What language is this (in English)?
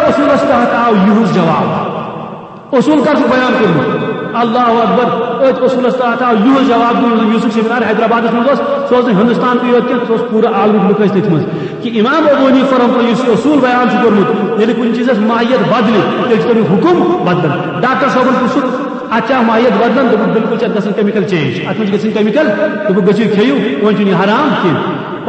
Kashmiri